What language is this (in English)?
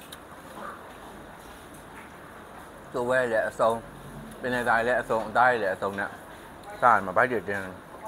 Burmese